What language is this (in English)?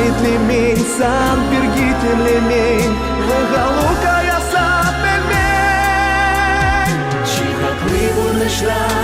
Chuvash